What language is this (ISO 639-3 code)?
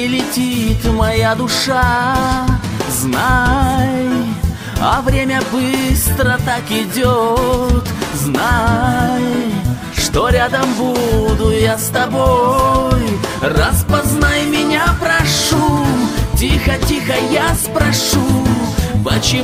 rus